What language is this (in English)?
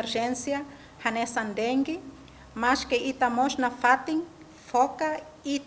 Tetum